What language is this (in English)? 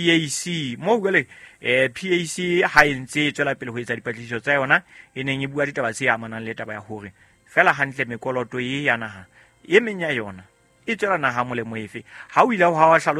Southern Sotho